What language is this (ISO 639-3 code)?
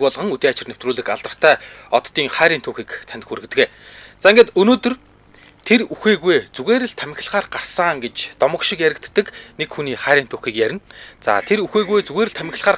mon